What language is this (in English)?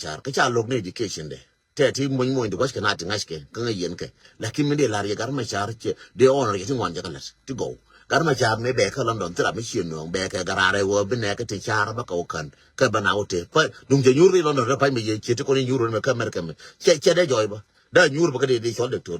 Nuer